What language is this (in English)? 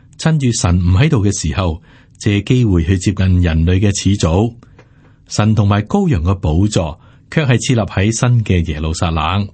Cantonese